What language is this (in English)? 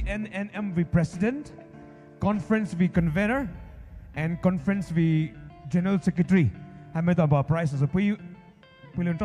Poumei Naga